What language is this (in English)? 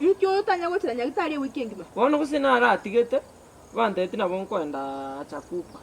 Gusii